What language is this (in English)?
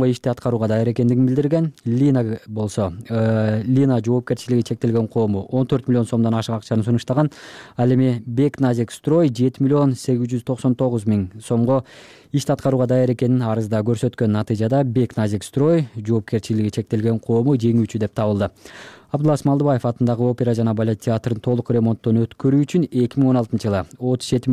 Kyrgyz